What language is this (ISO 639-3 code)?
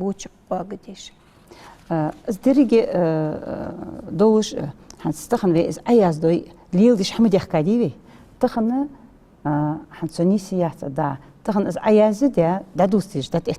inh